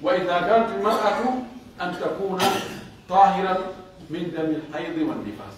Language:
Pular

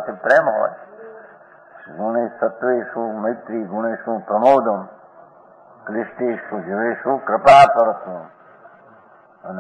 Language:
Gujarati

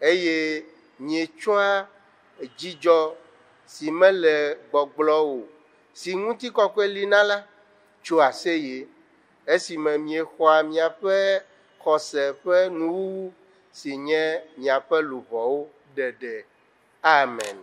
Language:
Ewe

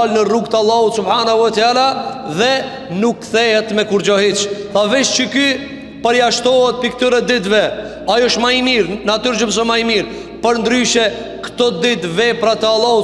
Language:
Albanian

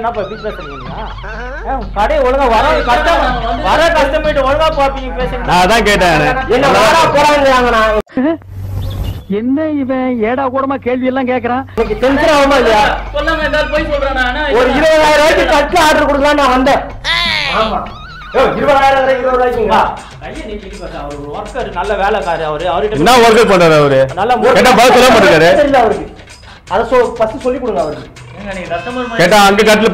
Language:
Tamil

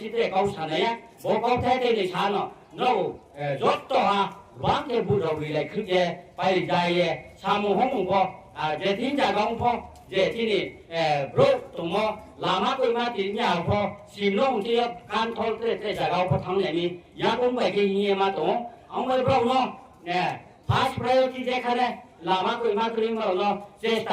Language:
Riang (India)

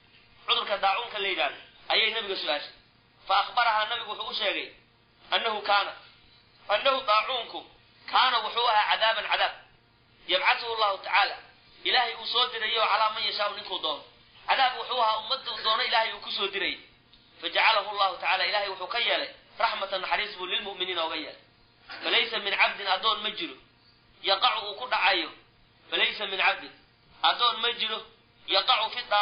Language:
Somali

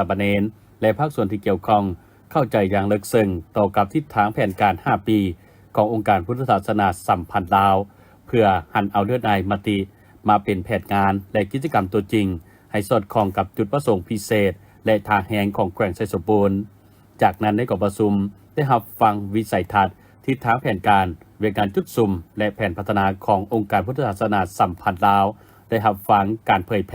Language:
Lao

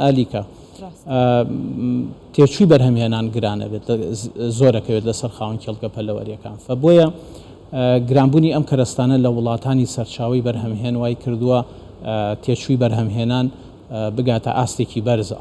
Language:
Central Kurdish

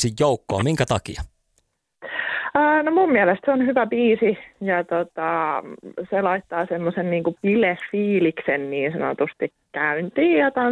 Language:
Finnish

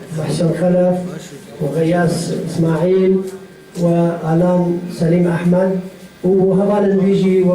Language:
Kurdish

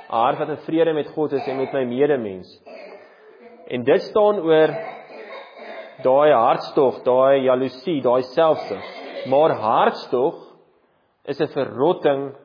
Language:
Afrikaans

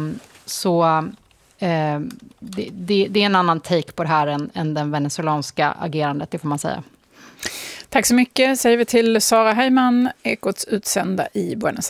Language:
Swedish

